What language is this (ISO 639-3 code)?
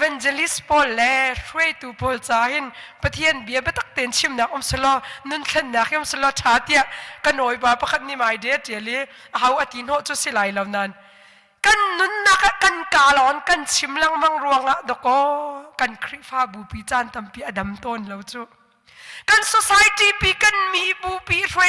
cnh